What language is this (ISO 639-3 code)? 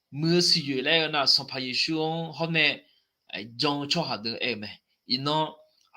ahk